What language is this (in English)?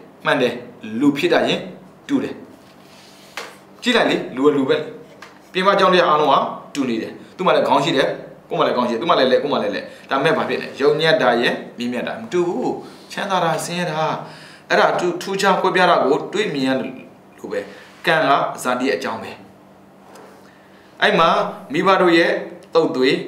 Burmese